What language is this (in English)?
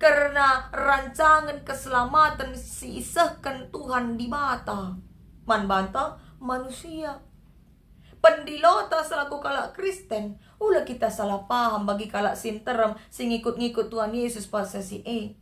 Batak Karo